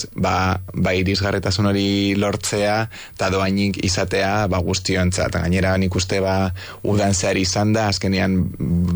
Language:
Basque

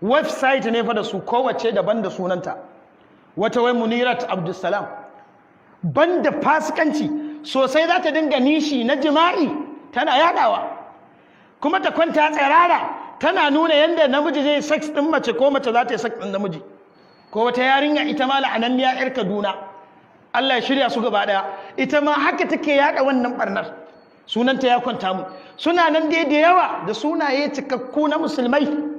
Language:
Hausa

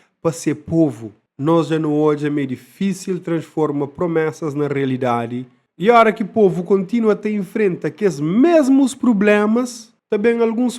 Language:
Kabuverdianu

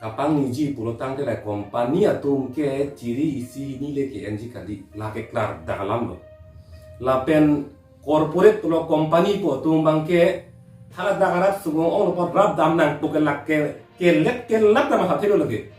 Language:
Karbi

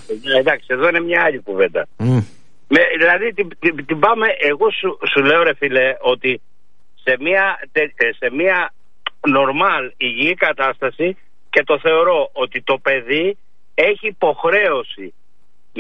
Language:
Greek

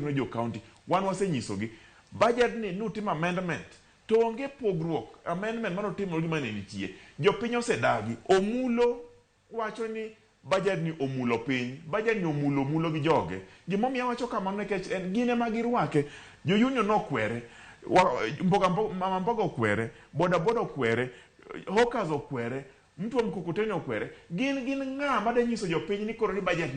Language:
Luo (Kenya and Tanzania)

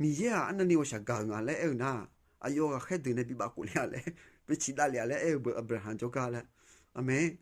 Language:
Akha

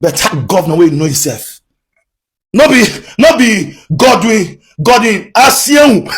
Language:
Nigerian Pidgin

